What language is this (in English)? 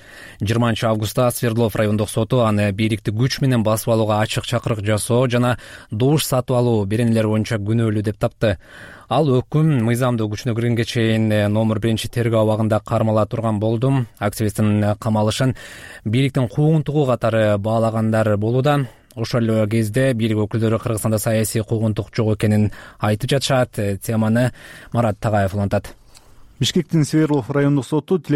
Kyrgyz